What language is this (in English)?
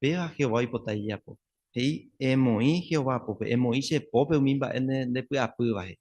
Guarani